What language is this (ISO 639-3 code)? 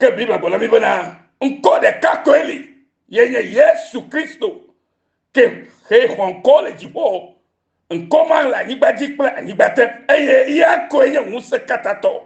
ewe